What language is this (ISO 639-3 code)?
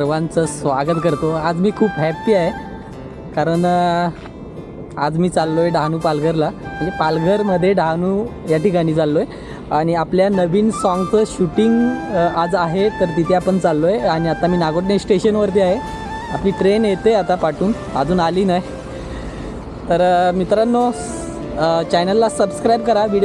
mar